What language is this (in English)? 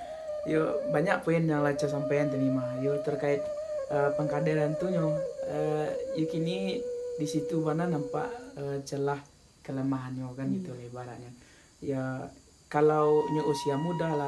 Minangkabau